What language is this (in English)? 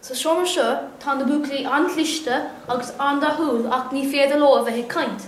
Irish